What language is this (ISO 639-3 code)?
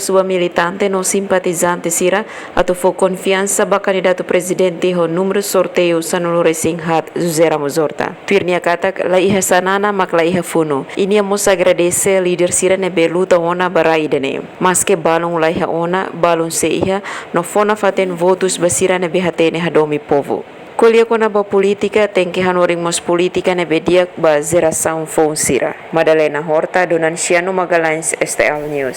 tet